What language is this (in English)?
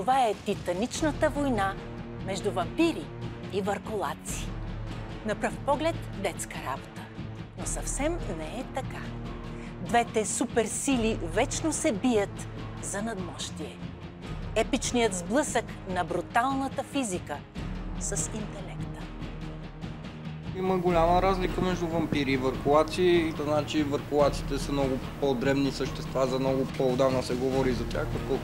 Bulgarian